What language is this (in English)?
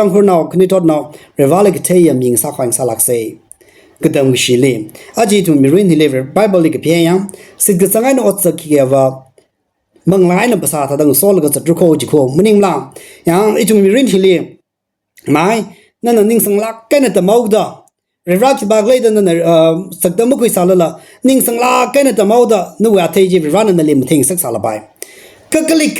Tangkhul Naga (India)